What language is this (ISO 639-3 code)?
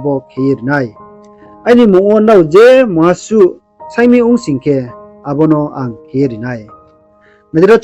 ria